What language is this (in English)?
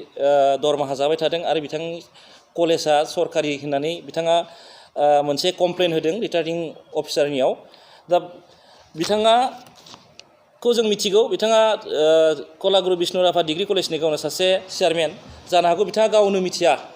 Bodo